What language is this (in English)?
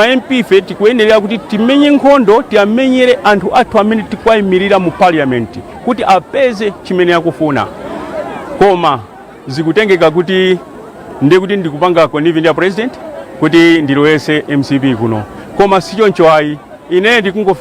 Nyanja